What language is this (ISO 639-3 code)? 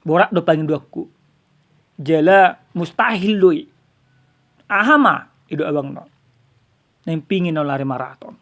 bbc